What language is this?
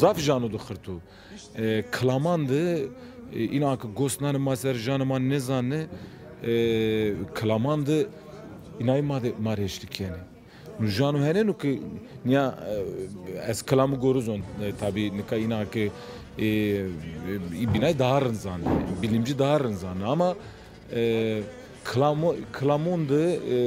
Zaza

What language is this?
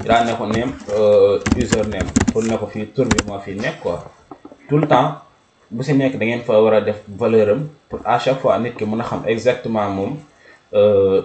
Wolof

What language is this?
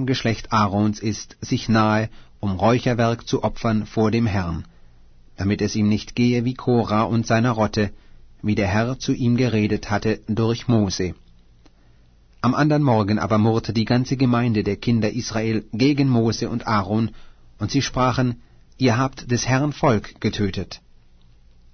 German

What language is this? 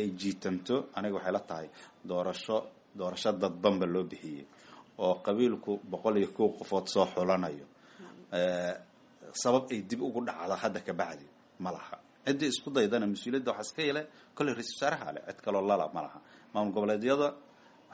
Somali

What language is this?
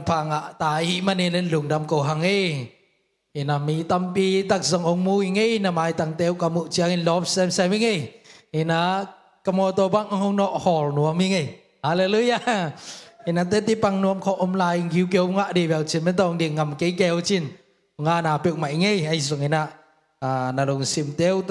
Tedim Chin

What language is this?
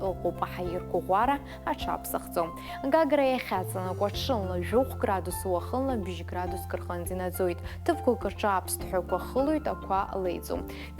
Abkhazian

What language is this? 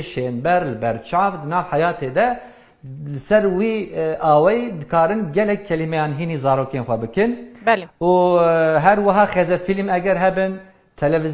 Kurdish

